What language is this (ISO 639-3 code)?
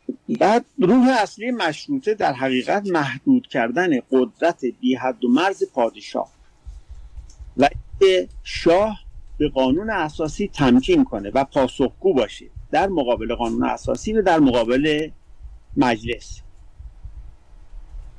fas